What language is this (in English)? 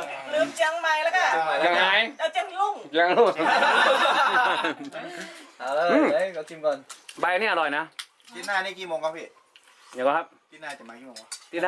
Thai